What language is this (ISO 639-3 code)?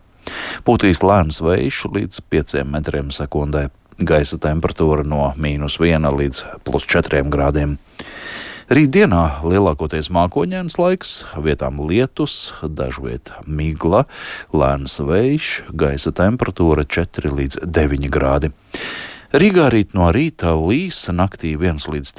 lav